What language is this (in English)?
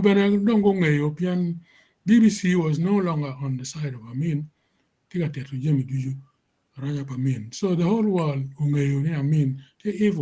Acoli